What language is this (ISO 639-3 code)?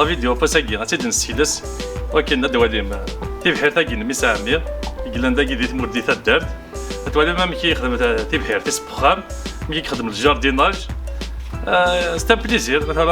kab